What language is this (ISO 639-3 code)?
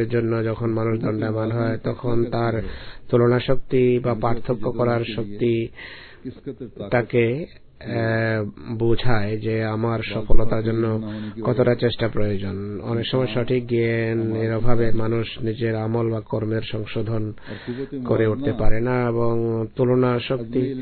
ben